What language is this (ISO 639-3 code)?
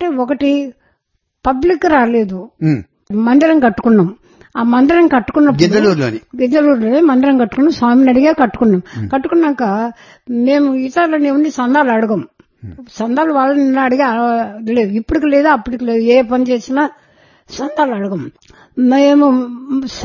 tel